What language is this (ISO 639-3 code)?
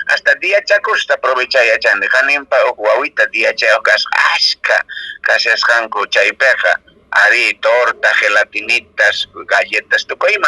que